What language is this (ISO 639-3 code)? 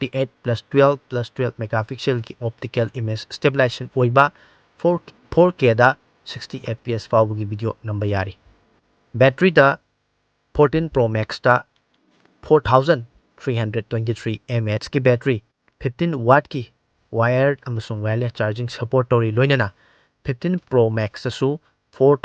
mni